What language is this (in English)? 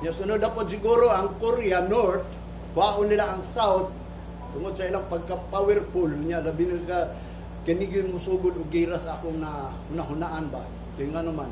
Cebuano